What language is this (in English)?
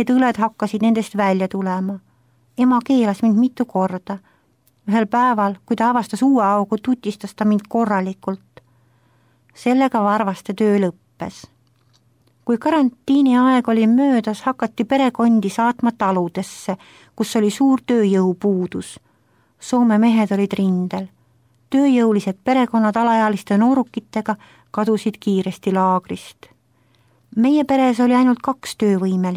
Estonian